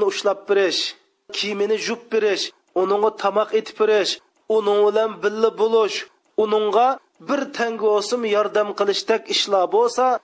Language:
Uyghur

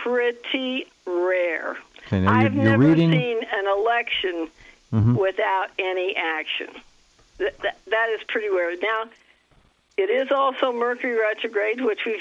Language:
English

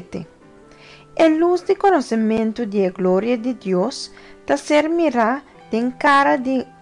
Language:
Papiamento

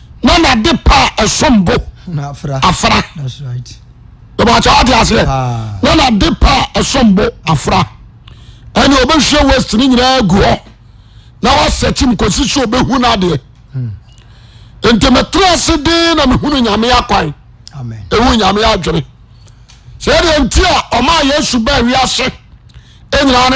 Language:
Akan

